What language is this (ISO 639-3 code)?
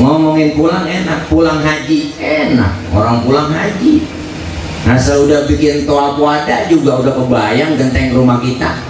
bew